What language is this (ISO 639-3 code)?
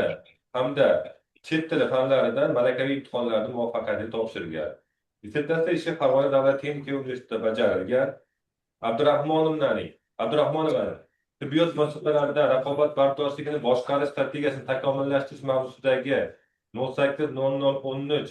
uzb